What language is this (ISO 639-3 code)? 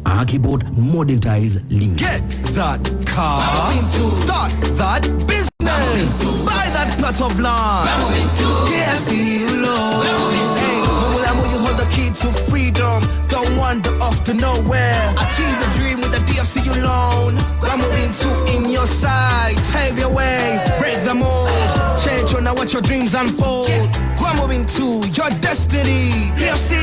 ach